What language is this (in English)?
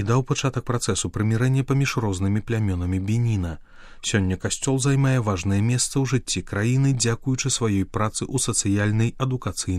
Belarusian